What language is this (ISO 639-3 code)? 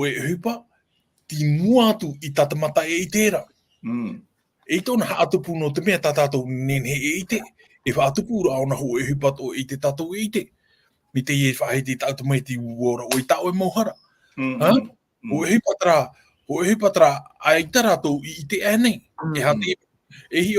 tah